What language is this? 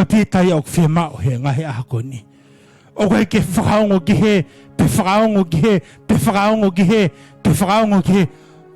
Tongan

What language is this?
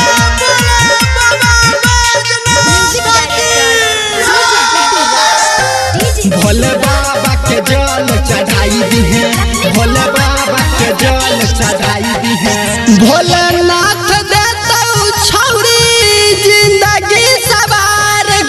Bhojpuri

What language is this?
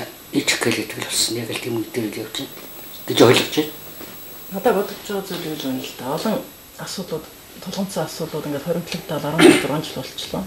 Mongolian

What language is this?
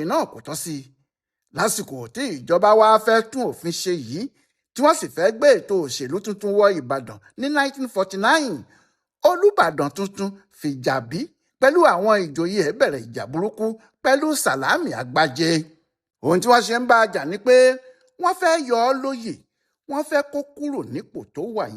Yoruba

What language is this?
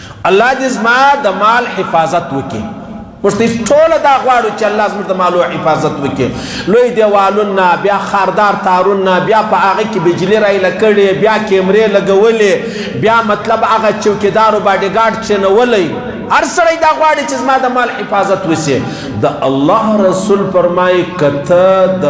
Pashto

